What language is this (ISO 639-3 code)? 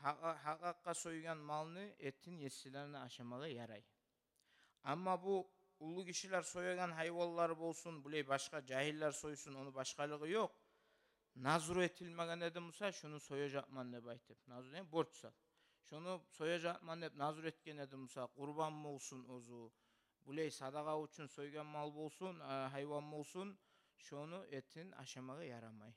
kum